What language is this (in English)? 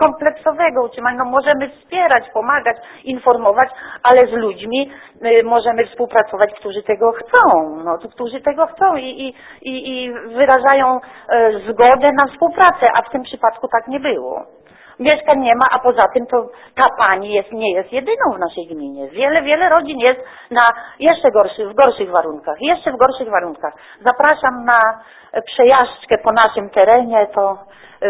Polish